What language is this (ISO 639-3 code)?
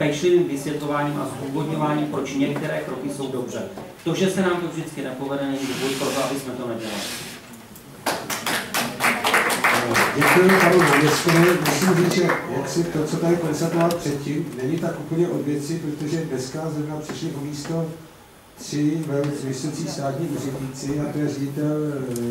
ces